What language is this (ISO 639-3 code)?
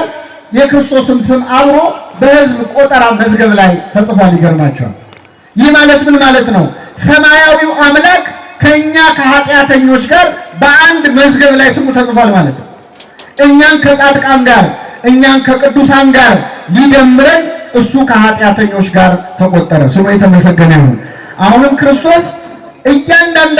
amh